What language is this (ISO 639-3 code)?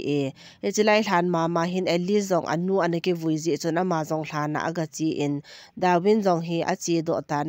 tcz